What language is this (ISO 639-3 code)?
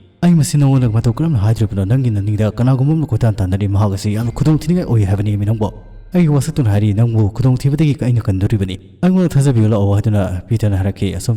mni